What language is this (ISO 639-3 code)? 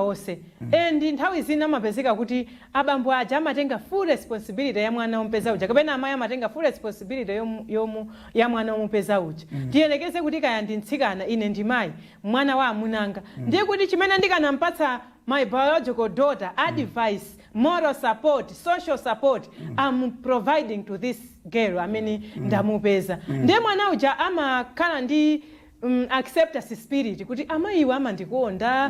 nya